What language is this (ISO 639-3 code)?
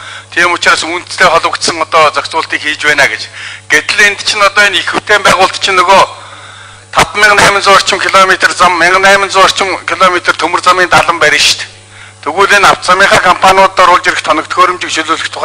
mon